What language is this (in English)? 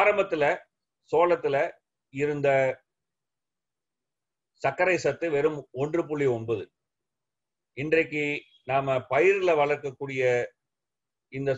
Tamil